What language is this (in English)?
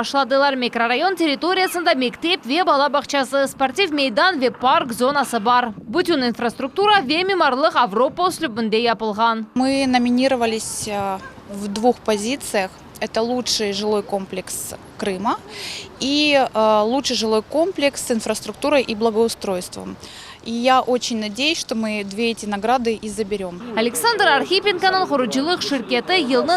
Crimean Tatar